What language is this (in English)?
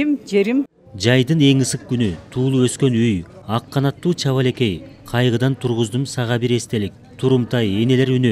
Kyrgyz